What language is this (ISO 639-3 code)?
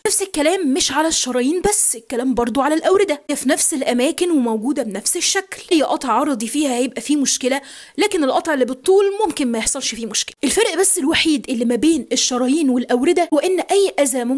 arz